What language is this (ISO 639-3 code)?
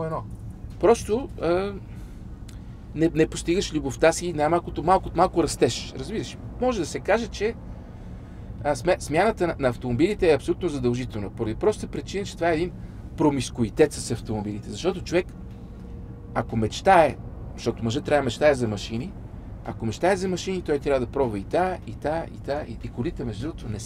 bul